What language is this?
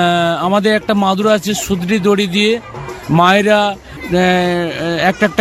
Bangla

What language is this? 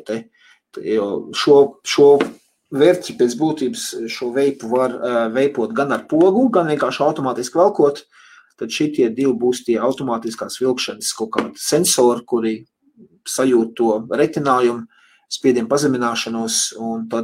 Latvian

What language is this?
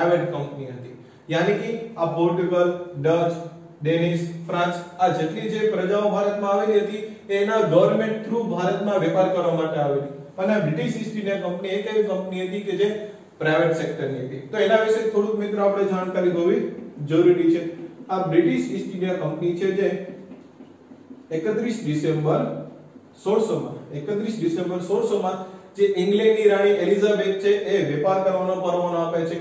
Gujarati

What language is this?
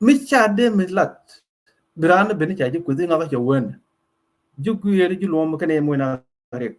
Nuer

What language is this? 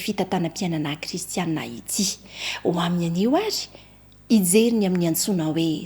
Malagasy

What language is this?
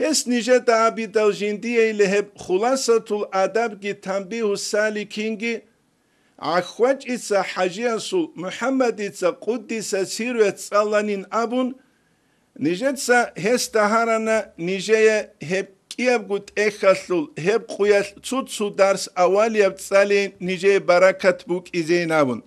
Avaric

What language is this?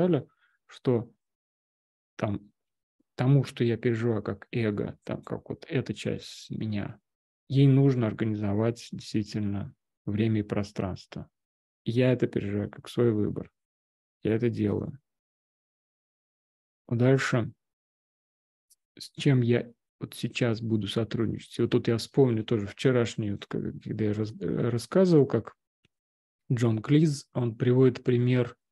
Russian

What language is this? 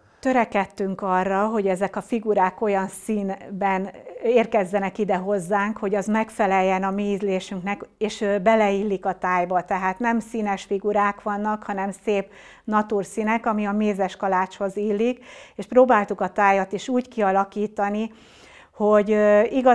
Hungarian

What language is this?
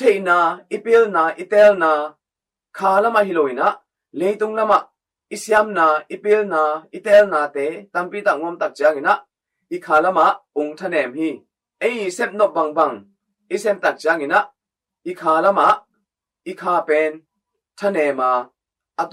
Tedim Chin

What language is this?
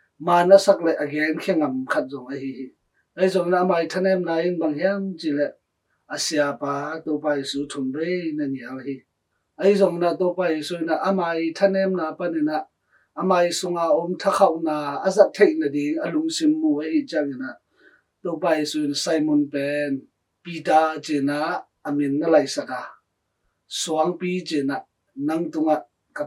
Tedim Chin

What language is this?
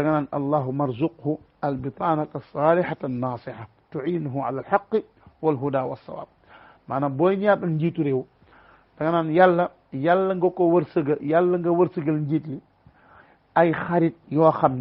Wolof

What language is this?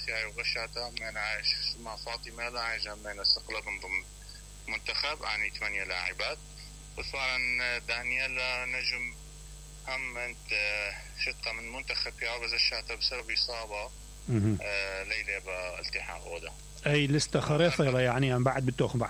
Mesopotamian Arabic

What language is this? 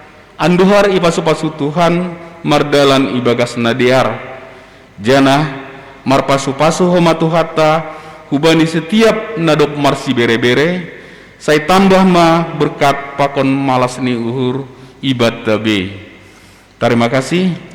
Batak Simalungun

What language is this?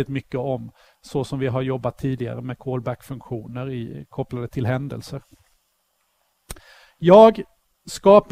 Swedish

